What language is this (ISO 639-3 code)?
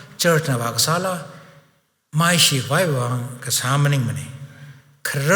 nmf